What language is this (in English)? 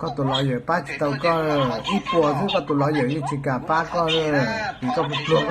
Hmong